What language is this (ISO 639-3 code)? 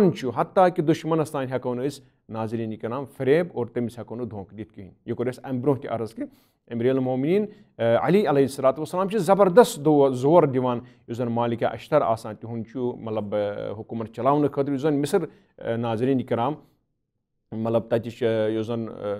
kas